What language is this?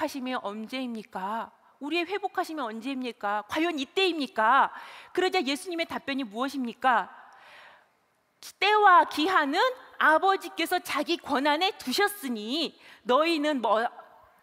Korean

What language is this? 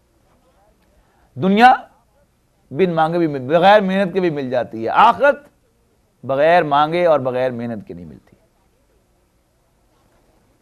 Urdu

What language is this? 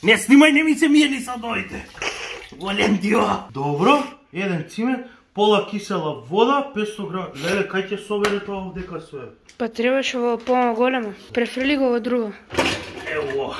Macedonian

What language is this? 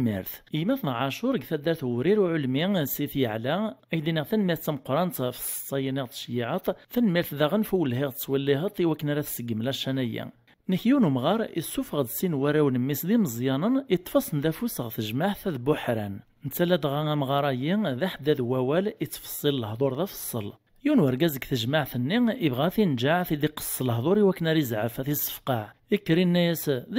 Kabyle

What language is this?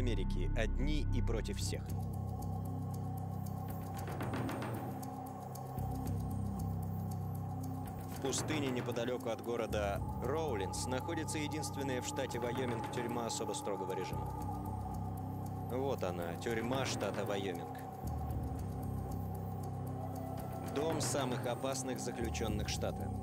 Russian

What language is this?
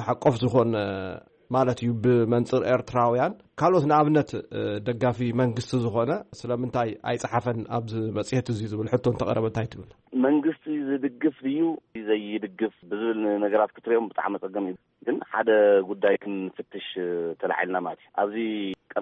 Tigrinya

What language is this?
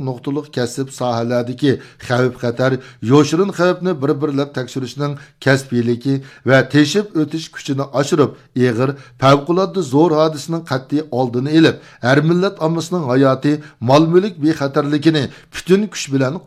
Uyghur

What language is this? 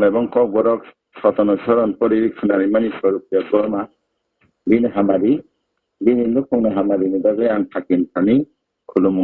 Kok Borok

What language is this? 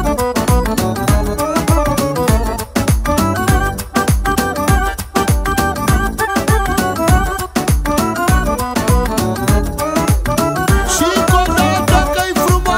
Romanian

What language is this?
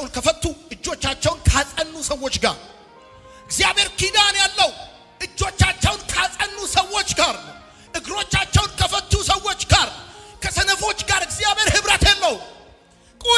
Amharic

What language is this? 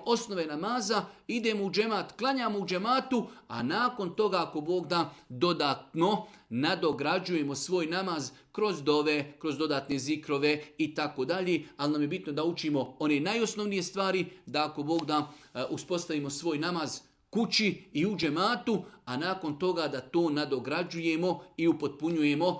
Bosnian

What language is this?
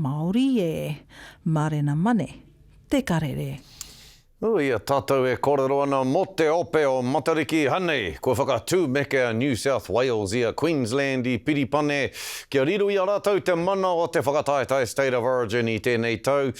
Māori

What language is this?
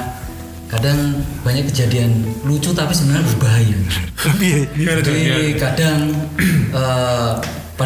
Indonesian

